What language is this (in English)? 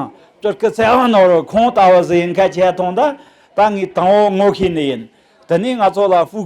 Tibetan